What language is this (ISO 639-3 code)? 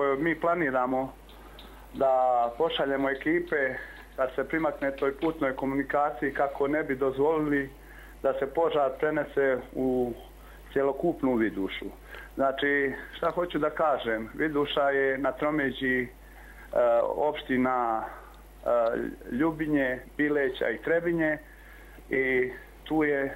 hrv